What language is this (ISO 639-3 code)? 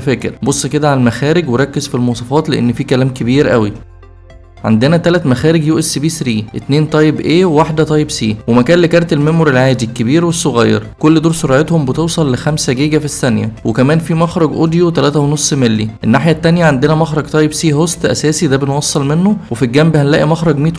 arz